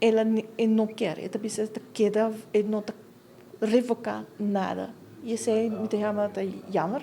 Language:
Papiamento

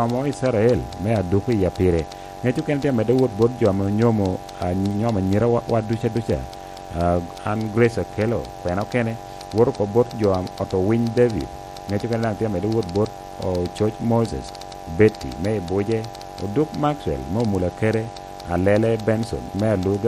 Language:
Lango (Uganda)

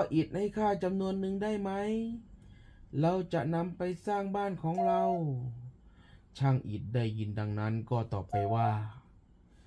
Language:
Thai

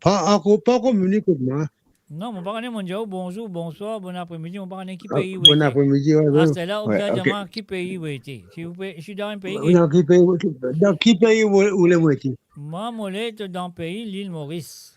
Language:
Morisyen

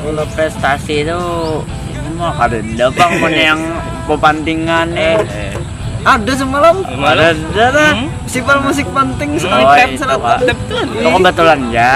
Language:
Banjar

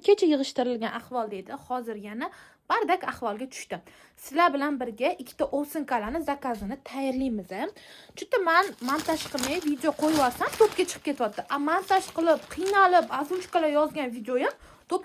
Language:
Uzbek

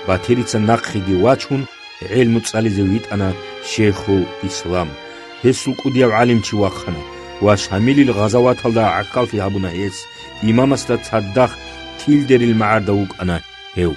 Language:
Avaric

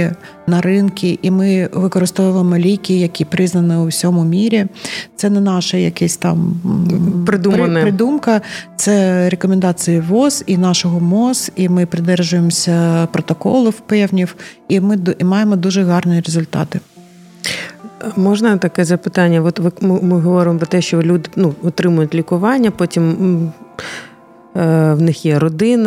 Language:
Ukrainian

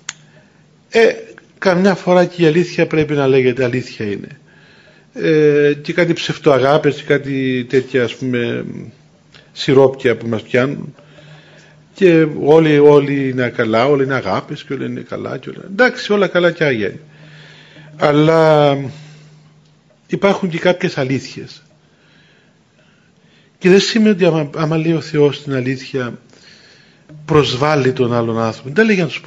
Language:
Greek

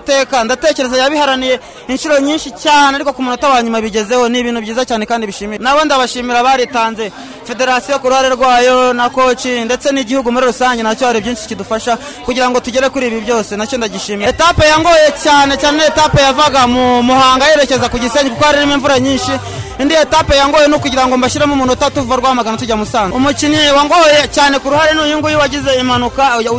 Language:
Kinyarwanda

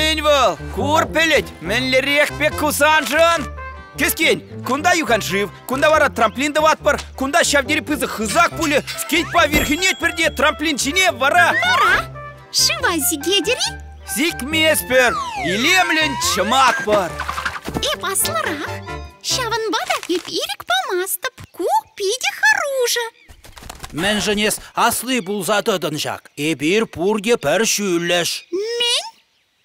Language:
Chuvash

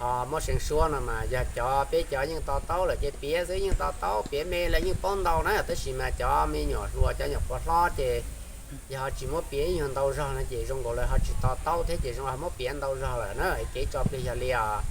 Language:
Hmong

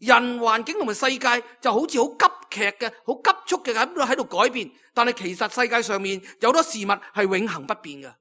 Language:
Cantonese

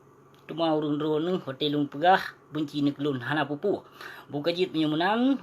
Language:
Achinese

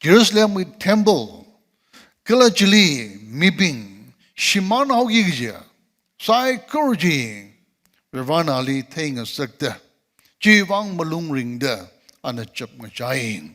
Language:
Tangkhul Naga (India)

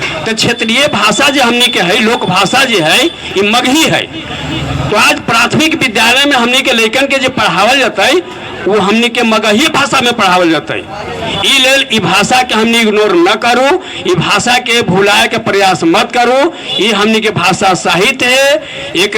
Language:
Magahi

